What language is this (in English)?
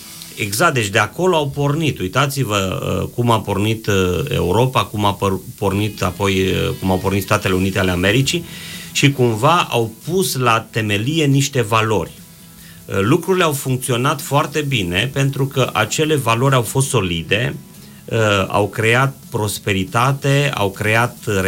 Romanian